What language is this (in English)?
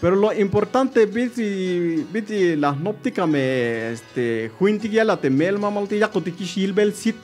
Tzeltal